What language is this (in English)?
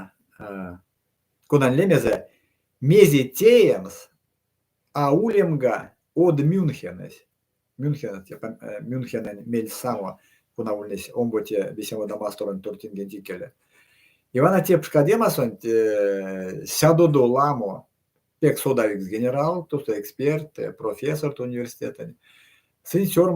Erzya